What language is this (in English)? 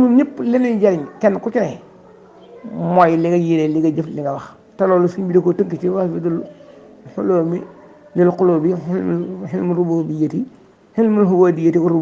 Wolof